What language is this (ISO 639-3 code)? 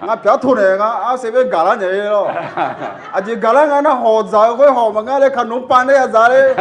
ahk